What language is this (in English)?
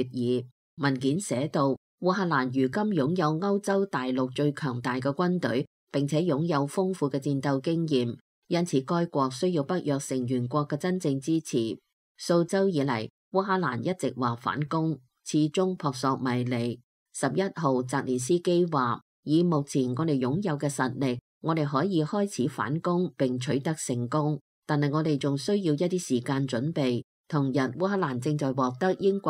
Cantonese